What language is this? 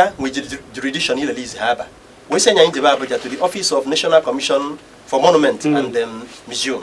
Igbo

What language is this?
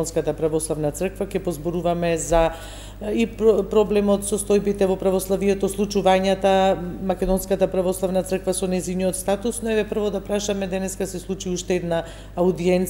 Macedonian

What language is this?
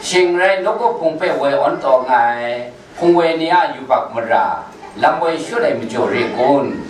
Kachin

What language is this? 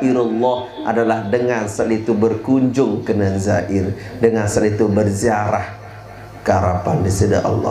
Sasak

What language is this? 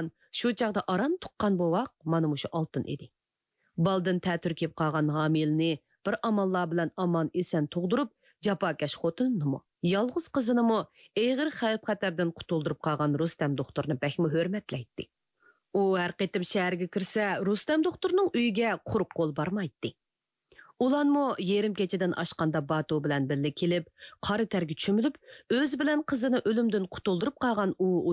Uyghur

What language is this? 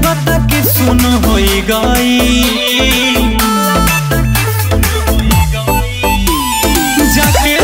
Bhojpuri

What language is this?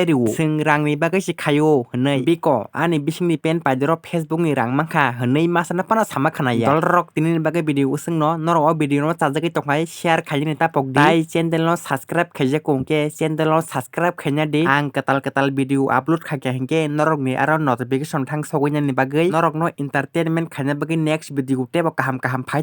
Kok Borok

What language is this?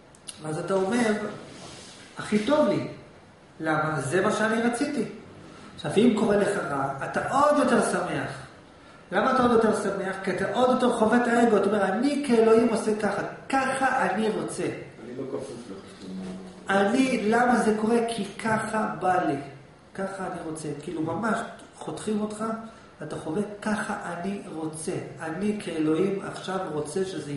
Hebrew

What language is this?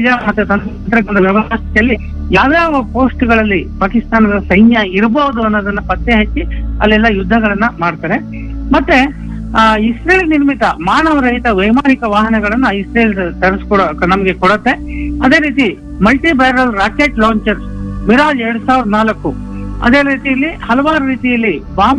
Kannada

